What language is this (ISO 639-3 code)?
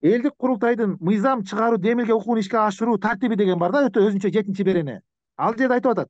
kir